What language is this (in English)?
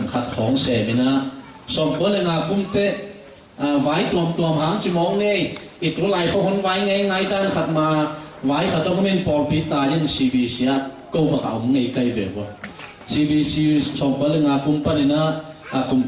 Tedim Chin